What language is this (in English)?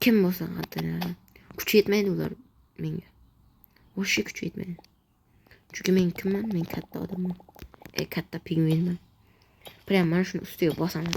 Uzbek